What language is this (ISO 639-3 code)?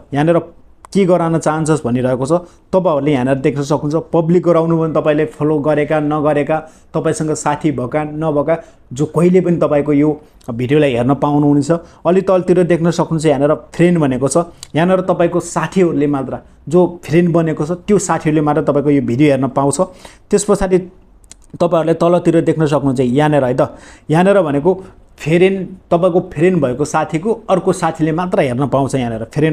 nep